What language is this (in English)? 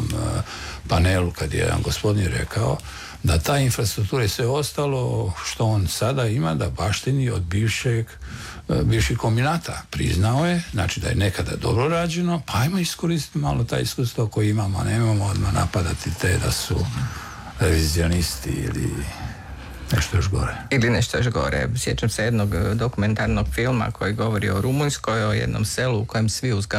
Croatian